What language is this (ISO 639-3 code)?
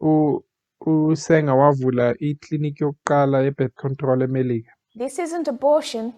zul